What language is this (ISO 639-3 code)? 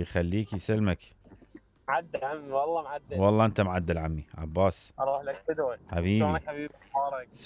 acm